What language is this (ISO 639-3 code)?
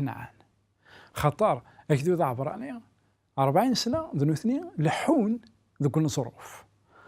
kab